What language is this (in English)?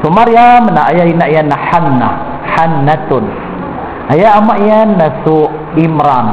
Maranao